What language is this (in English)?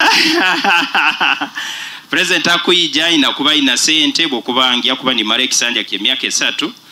Nyoro